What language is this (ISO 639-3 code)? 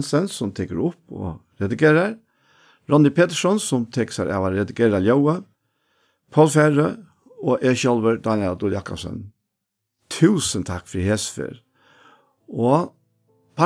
fao